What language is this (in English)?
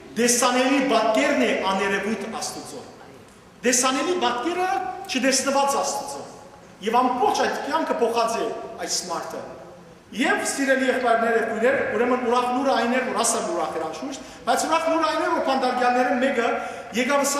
Western Armenian